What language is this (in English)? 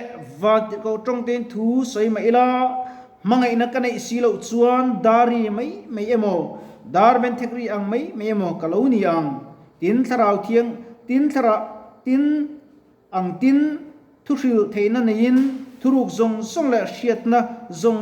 Mizo